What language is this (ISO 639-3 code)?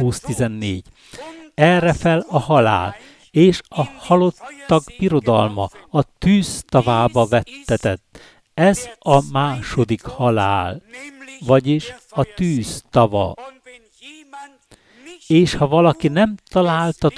hun